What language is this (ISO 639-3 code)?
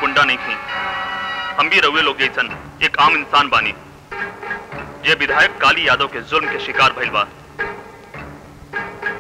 bho